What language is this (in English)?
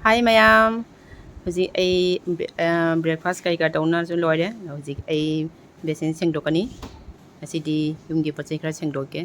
Manipuri